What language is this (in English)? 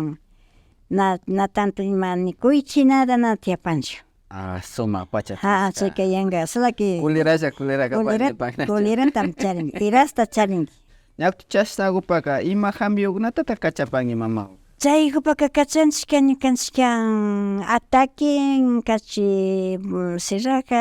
Imbabura Highland Quichua